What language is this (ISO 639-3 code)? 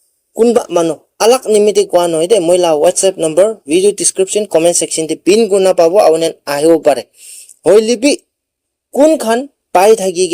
nag